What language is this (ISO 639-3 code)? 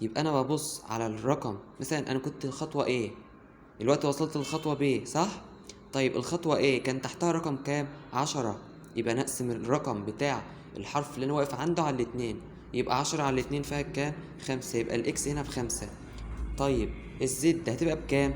arz